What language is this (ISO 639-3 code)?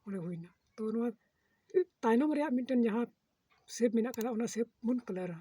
sat